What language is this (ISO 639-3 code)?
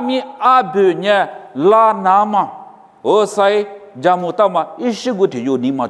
lis